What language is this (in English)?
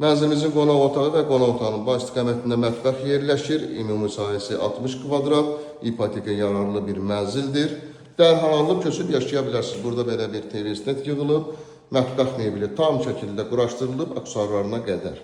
Azerbaijani